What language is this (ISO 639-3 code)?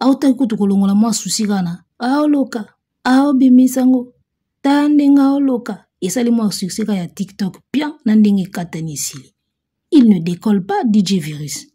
lin